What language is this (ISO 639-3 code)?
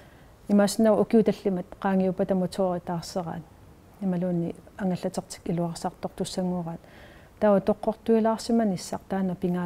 kal